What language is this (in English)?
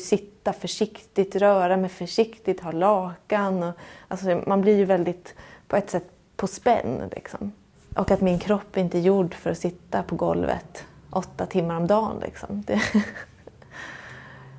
Swedish